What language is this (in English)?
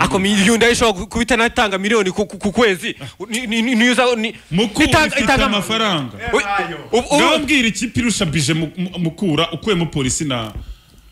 Kinyarwanda